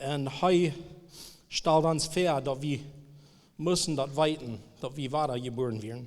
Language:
Plautdietsch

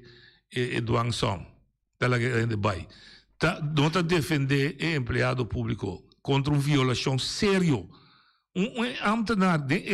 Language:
Papiamento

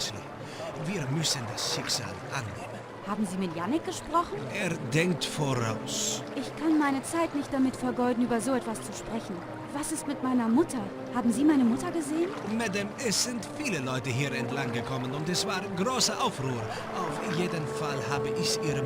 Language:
Bavarian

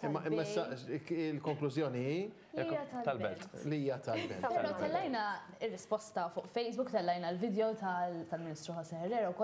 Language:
Maltese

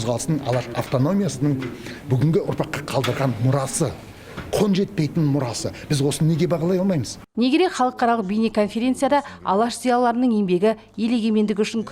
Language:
Kazakh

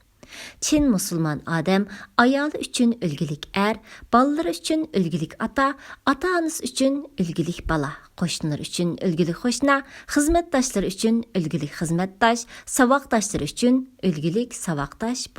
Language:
Uyghur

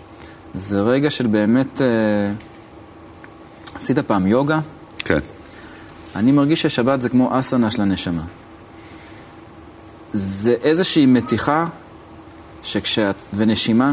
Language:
Hebrew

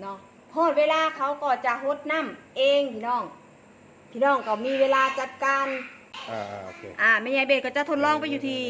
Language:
Northeastern Thai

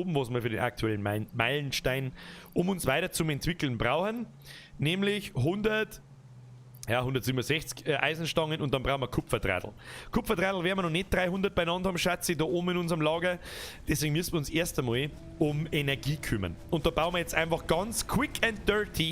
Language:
Bavarian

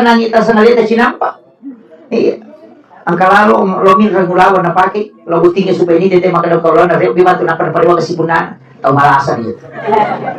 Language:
Buginese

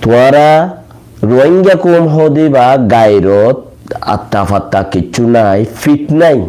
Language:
Rohingya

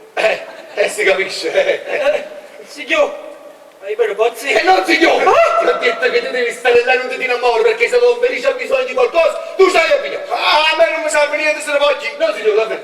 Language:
Neapolitan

